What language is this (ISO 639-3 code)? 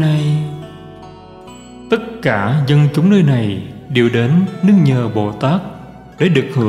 vie